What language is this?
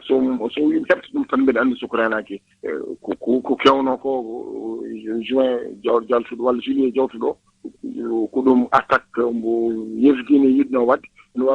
Fula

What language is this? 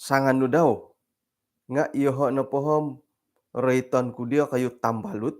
Central Dusun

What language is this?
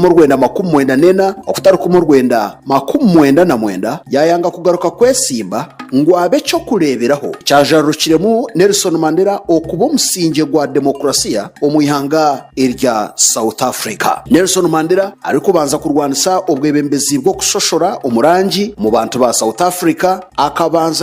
Nyankole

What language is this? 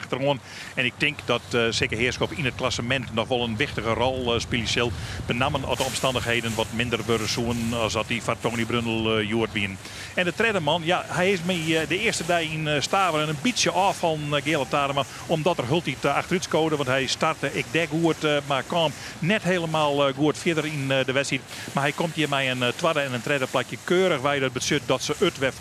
Western Frisian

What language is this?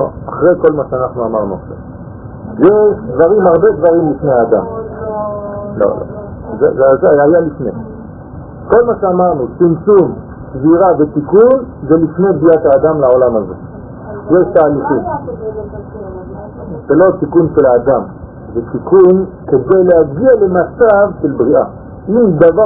Hebrew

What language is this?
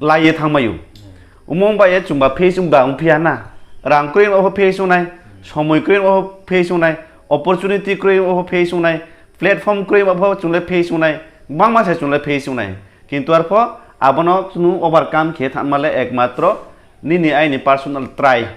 Riang (India)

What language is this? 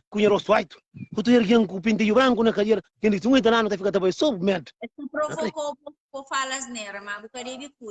Kabuverdianu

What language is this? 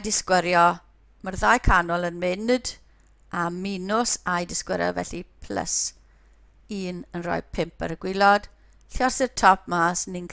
Welsh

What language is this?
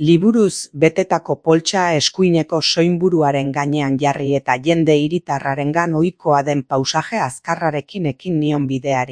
Basque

